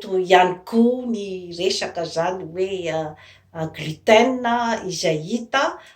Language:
Malagasy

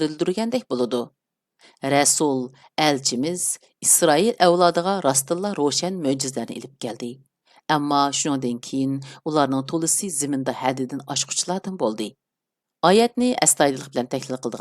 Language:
Uyghur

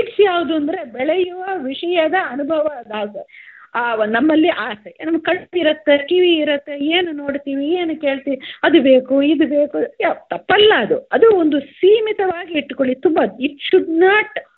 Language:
Kannada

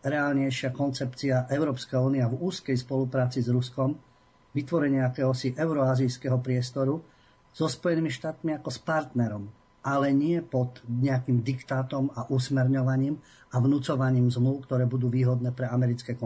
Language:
Slovak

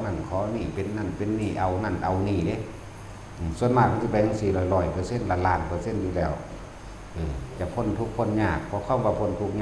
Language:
Northeastern Thai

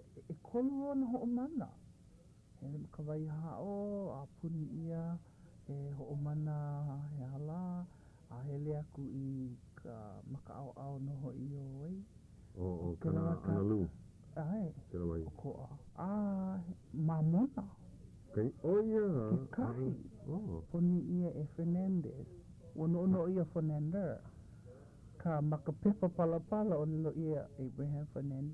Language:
Hawaiian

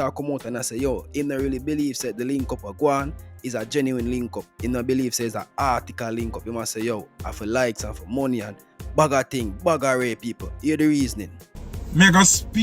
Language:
Jamaican Creole English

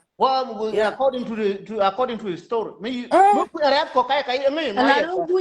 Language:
Nuer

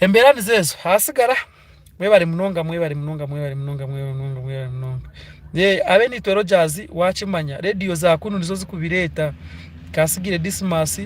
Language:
Nyankole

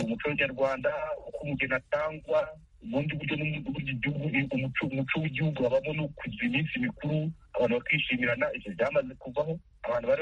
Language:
Kinyarwanda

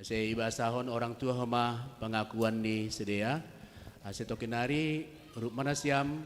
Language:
Batak Simalungun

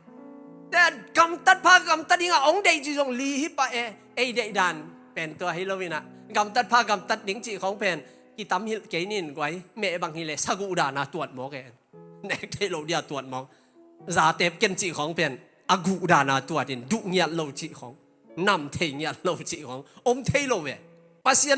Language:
Tedim Chin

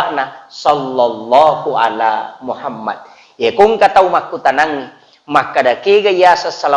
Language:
Buginese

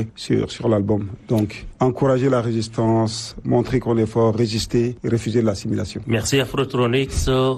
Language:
French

